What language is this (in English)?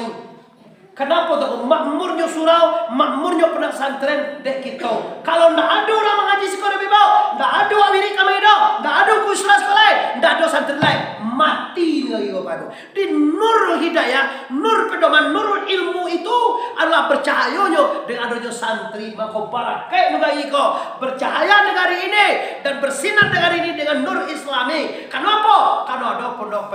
Minangkabau